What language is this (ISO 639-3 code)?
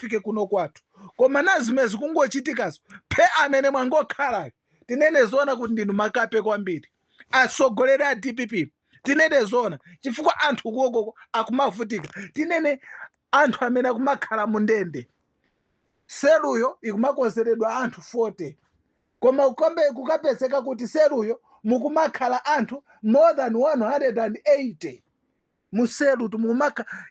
nya